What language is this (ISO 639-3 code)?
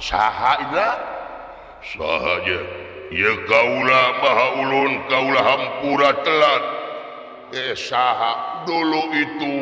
sun